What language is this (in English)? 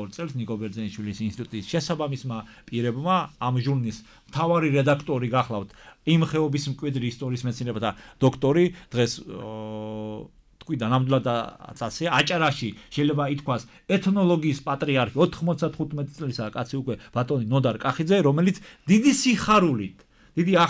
Georgian